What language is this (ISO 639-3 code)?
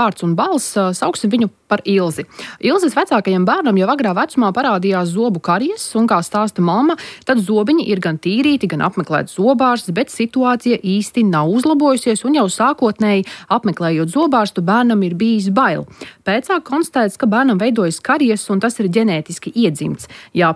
lav